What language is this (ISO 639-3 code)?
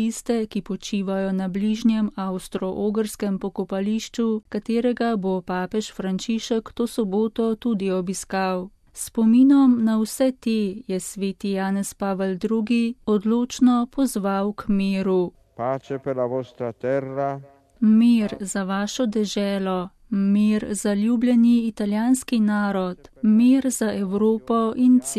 slv